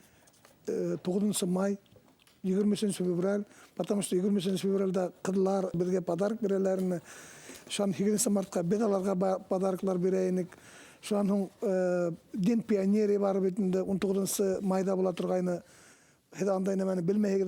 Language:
Bashkir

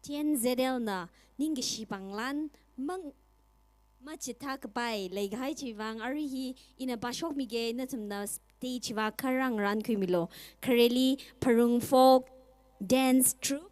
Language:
Tangkhul Naga (India)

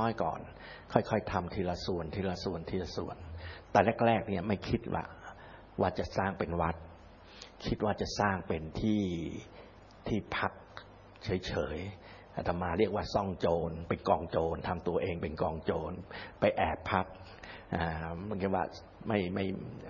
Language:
Thai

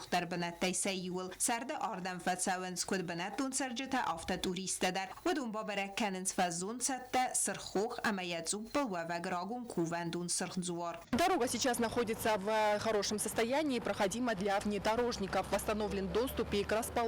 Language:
Ossetic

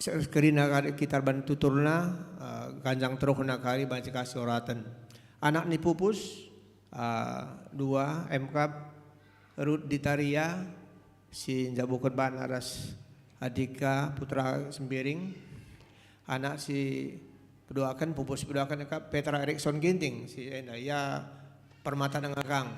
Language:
Batak Karo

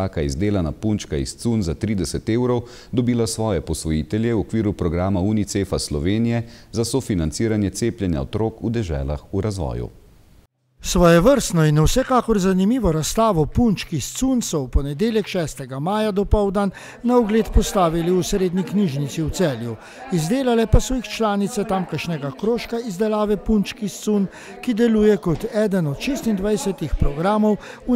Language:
Slovenian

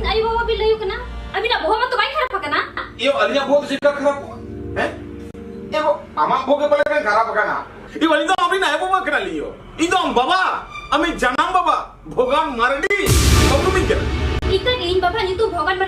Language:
Santali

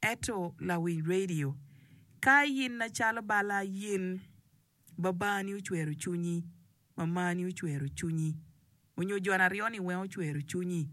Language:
Acoli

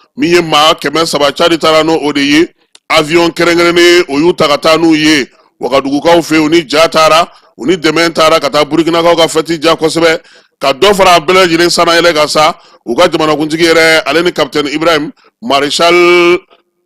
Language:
Bambara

